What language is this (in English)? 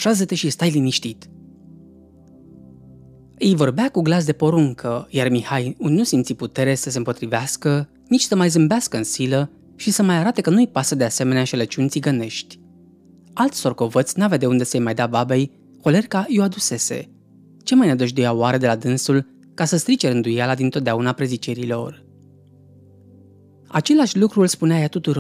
Romanian